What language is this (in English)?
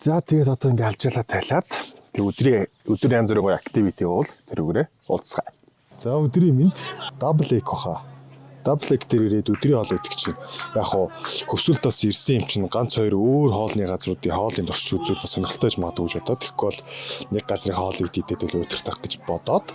Mongolian